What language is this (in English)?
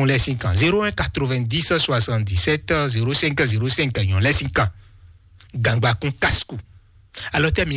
Fon